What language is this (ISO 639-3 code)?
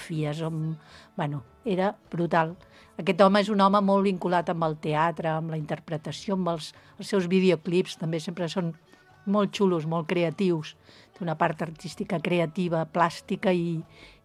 cat